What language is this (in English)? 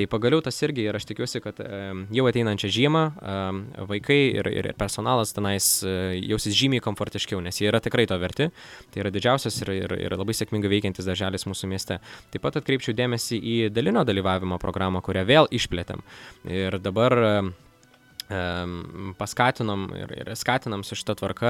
Lithuanian